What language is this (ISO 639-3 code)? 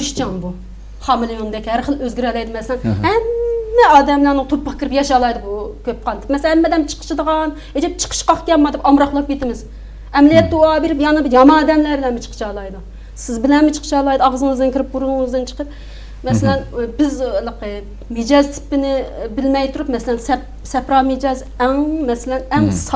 uig